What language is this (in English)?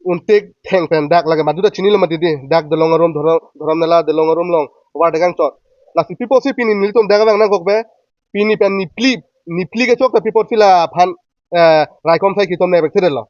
Karbi